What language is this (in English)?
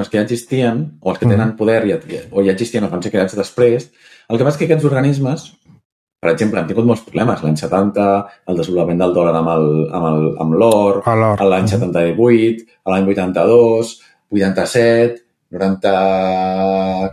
Catalan